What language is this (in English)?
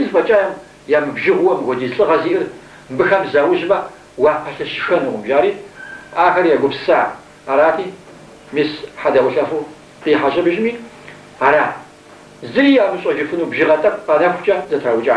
Kabardian